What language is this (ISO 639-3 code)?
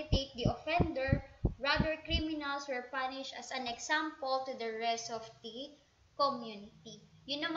fil